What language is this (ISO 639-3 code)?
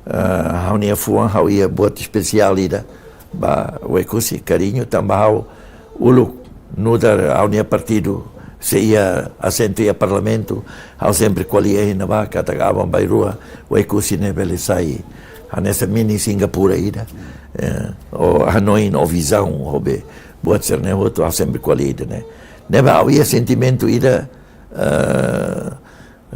tet